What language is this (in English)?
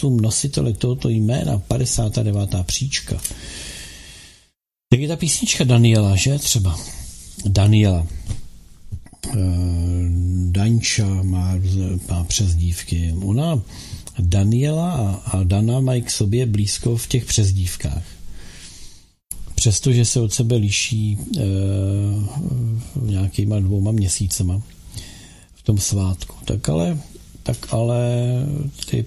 Czech